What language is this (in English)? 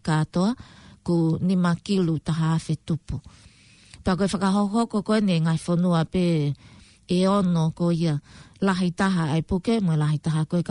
Tongan